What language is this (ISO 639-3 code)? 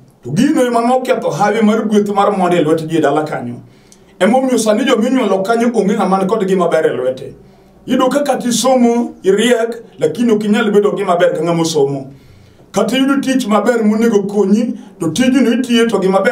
luo